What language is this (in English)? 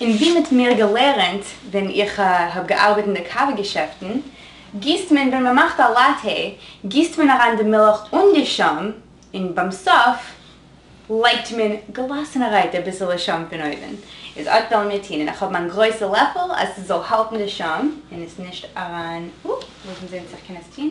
Yiddish